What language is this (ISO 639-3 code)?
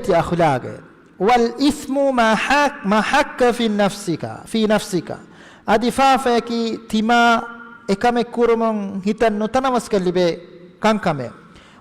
div